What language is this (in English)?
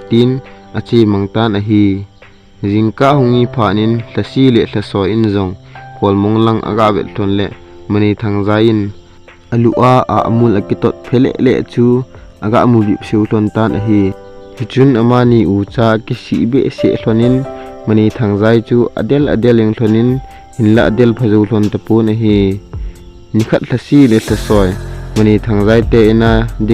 Thado Chin